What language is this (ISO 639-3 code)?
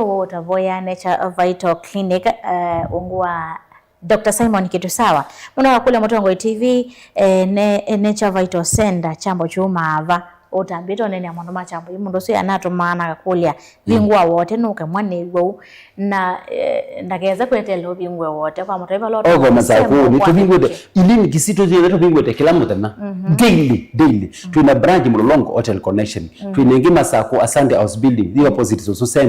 kam